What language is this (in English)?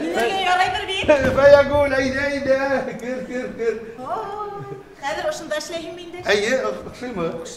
Bashkir